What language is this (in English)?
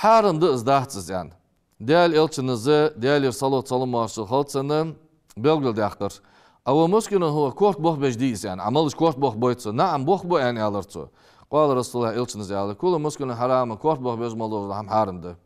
Ingush